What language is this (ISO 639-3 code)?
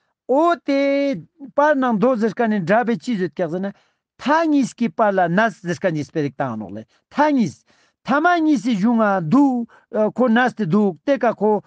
lbj